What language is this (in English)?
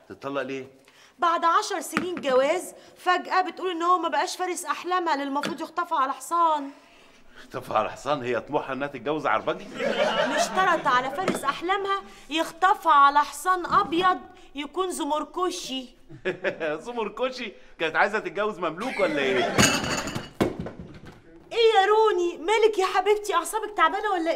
Egyptian Arabic